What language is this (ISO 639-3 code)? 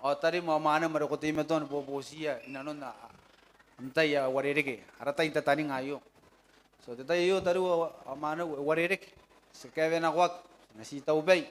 gil